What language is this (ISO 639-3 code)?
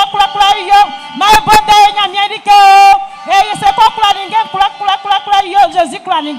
bci